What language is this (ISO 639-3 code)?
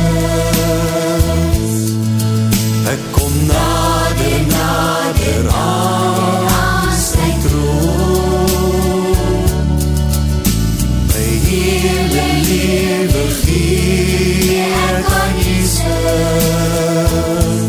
afr